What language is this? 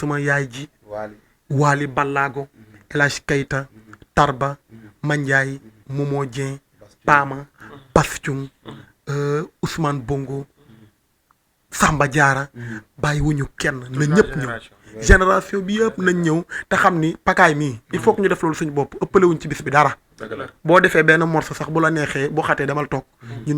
Wolof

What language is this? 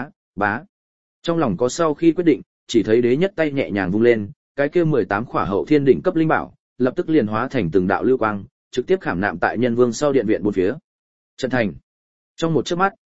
Vietnamese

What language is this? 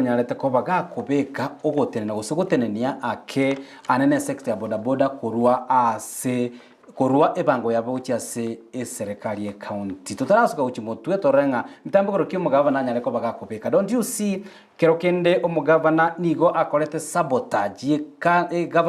Gusii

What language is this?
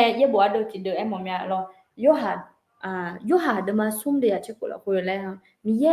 Akha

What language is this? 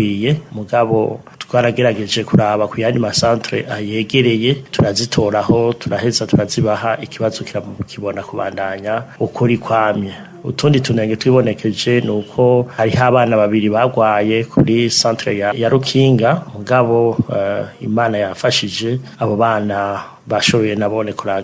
Rundi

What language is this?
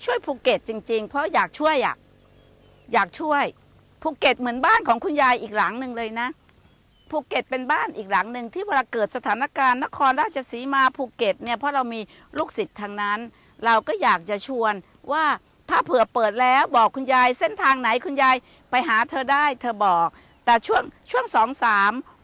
Thai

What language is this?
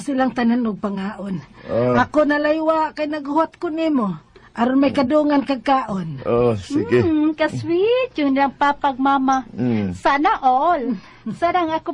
Cebuano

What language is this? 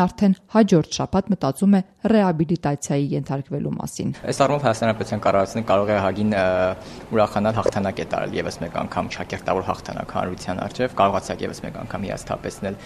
Armenian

